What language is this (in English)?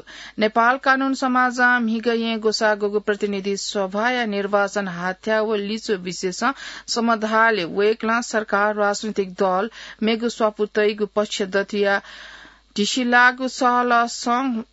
Newari